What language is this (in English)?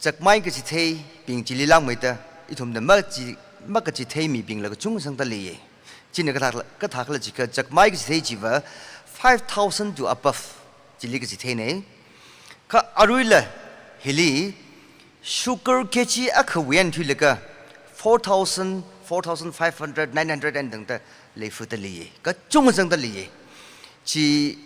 Tangkhul Naga (India)